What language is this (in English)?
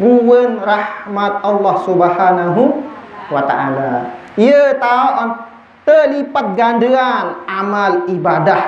Sasak